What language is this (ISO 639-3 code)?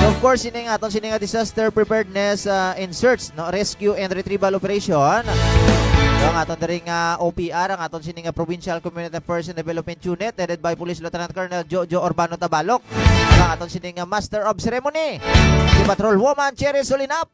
hil